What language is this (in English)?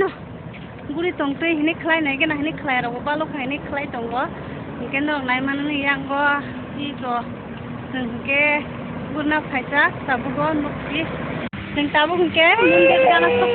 Kok Borok